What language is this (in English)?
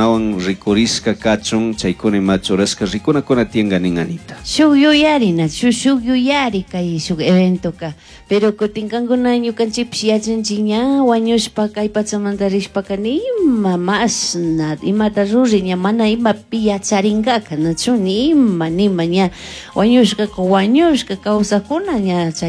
Chimborazo Highland Quichua